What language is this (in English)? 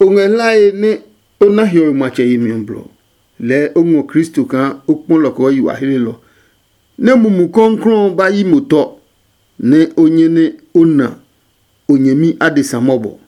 Adangme